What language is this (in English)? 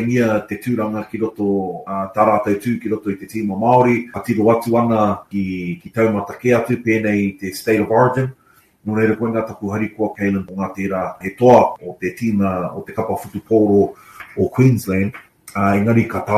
Māori